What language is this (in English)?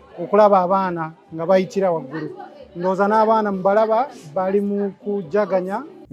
Ganda